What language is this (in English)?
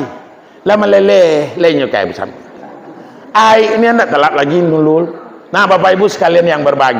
Minangkabau